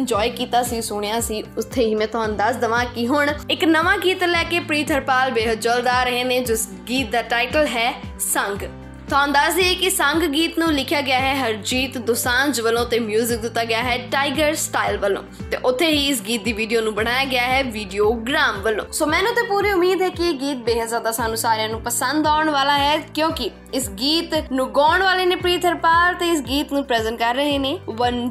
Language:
Punjabi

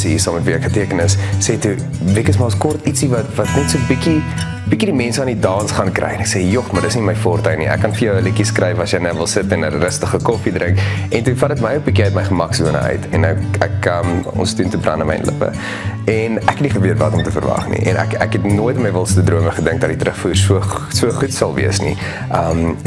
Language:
Afrikaans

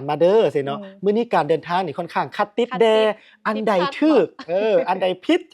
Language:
Lao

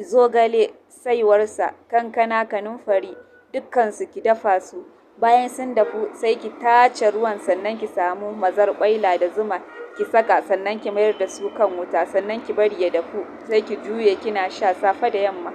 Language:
Hausa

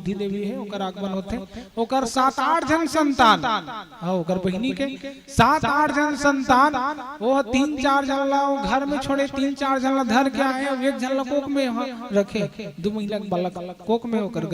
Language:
Chhattisgarhi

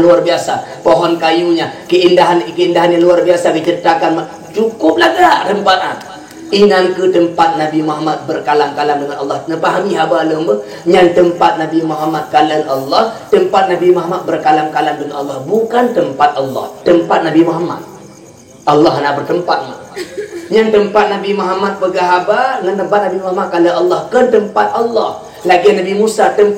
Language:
Achinese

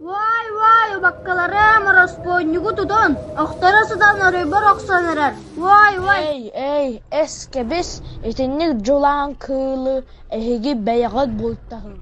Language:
Yakut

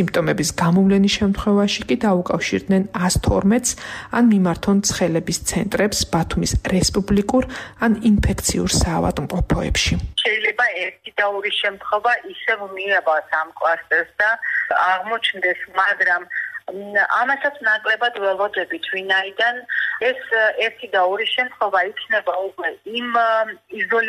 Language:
Georgian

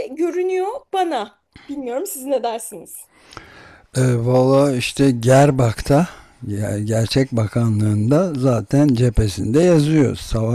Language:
Turkish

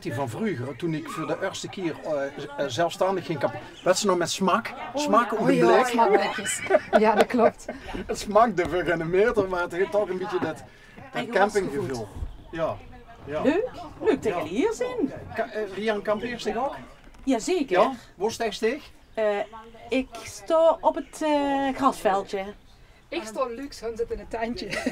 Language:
Limburgish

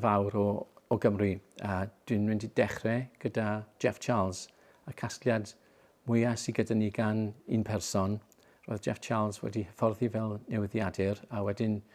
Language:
Welsh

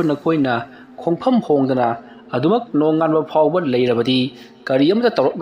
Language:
Manipuri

